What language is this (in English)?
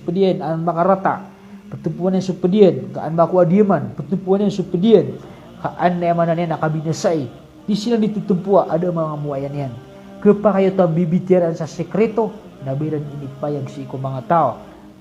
Maranao